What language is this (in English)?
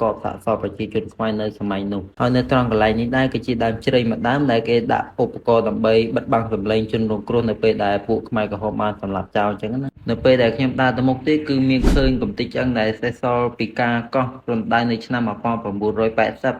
Khmer